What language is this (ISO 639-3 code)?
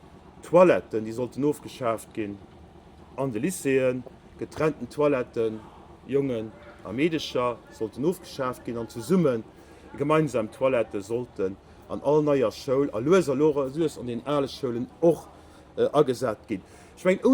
ltz